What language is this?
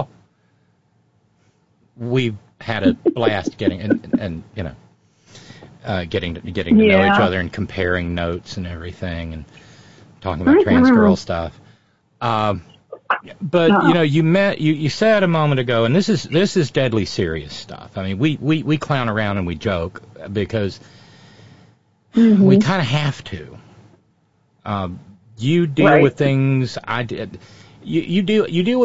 English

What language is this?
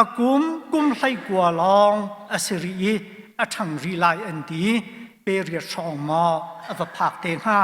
Hakha Chin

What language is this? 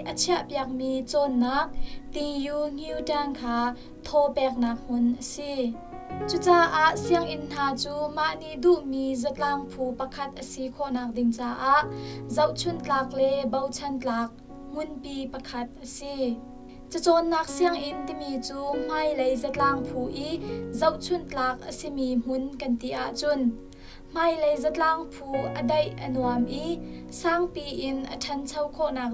Hakha Chin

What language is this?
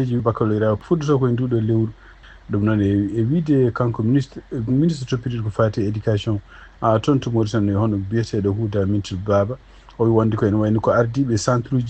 Fula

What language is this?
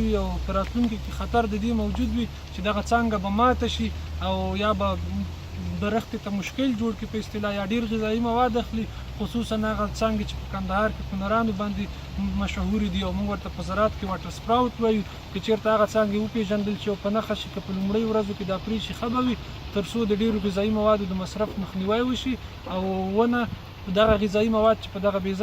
Pashto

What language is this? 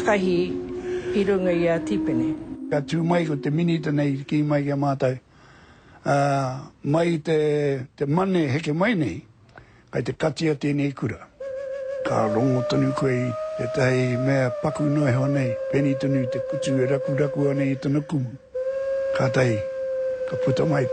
Māori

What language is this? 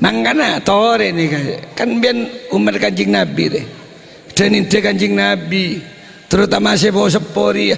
Madurese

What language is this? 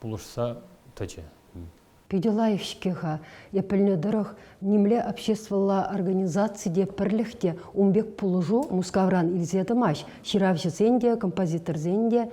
Chuvash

